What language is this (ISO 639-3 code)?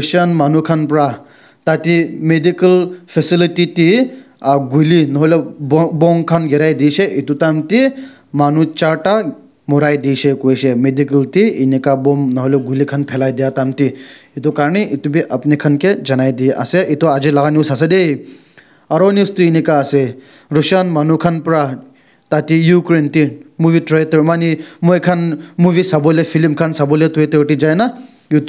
nag